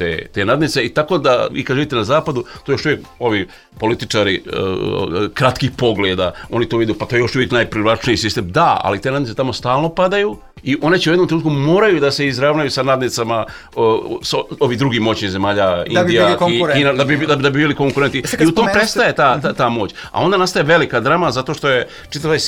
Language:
Serbian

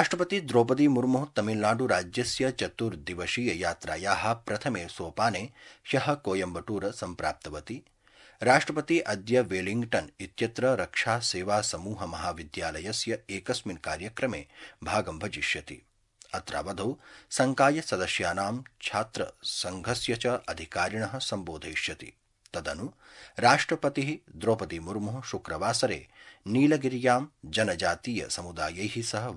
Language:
Sanskrit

